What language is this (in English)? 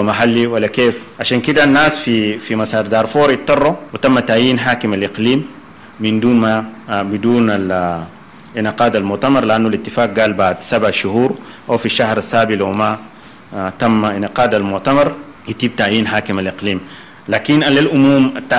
Sudanese Arabic